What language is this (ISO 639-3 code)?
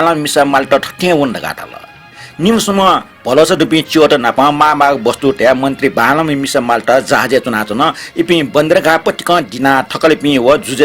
new